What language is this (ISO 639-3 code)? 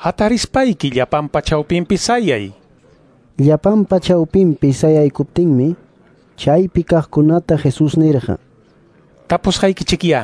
que